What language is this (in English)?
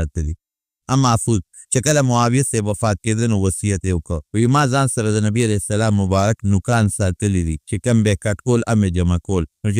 Pashto